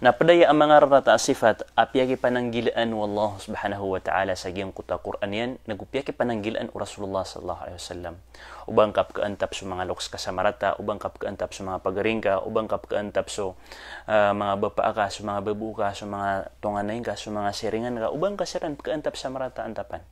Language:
Maranao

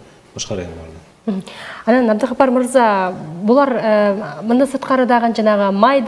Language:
Kyrgyz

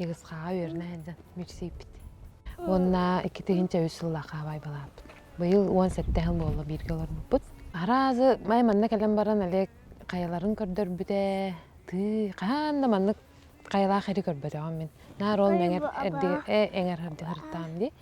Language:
Yakut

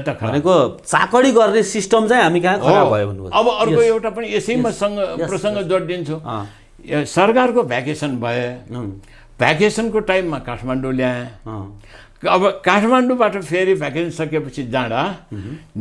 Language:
Nepali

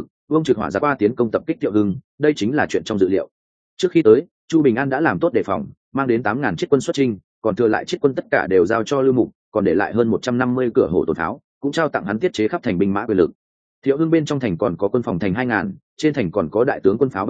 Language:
Vietnamese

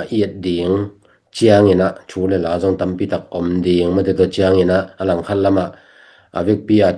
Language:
Tedim Chin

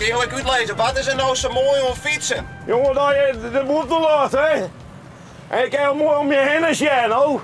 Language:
Western Frisian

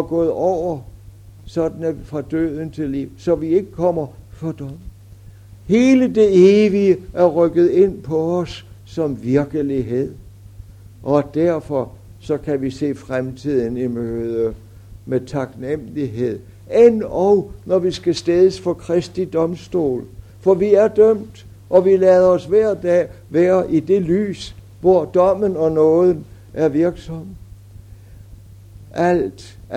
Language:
Danish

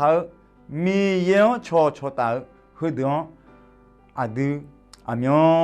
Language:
Akha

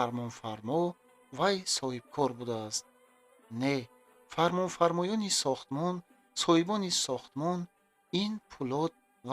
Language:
Tajik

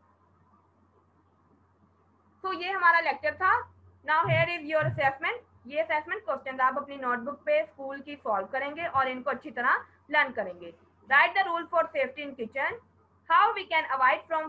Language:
Hindi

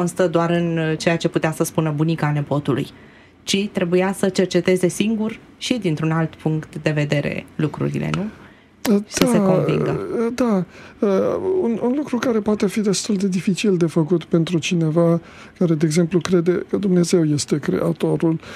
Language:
Romanian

